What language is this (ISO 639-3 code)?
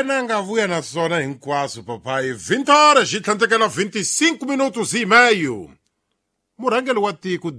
tso